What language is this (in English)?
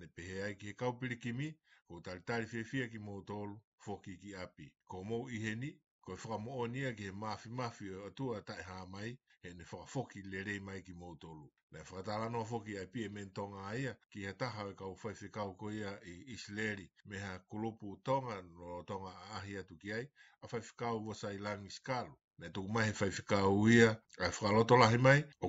Tongan